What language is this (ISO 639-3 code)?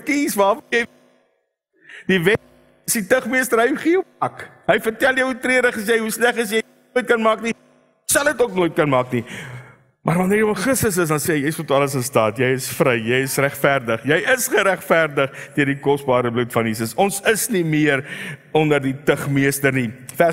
afr